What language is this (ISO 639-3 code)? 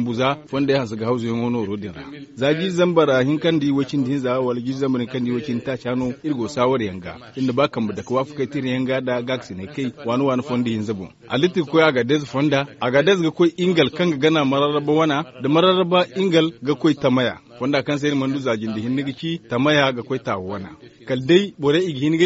dje